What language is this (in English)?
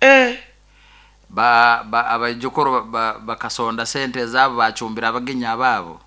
Nyoro